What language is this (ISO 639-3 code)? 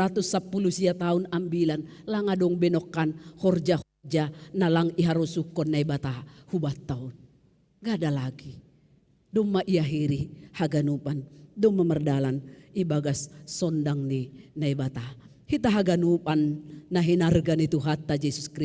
bts